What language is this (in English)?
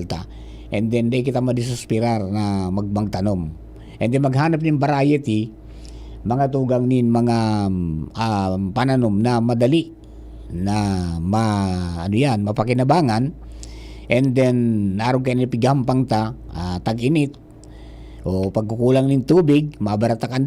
Bikol